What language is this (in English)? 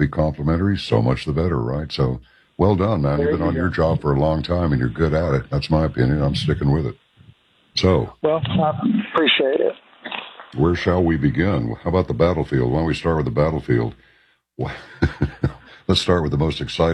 English